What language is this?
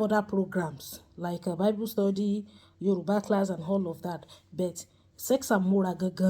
Yoruba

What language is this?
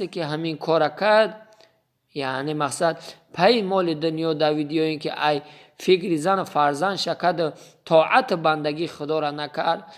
Tajik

